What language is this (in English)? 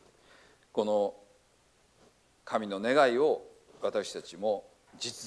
Japanese